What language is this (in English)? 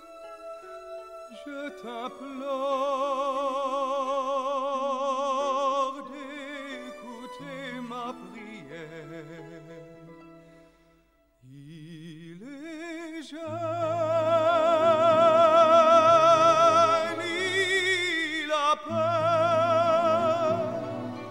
French